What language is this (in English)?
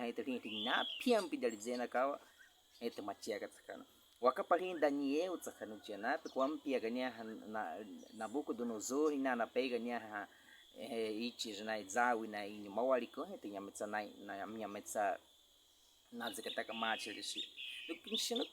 Baniwa